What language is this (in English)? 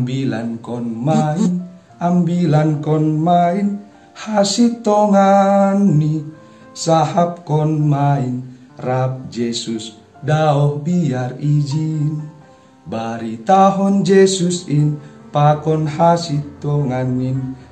Batak Simalungun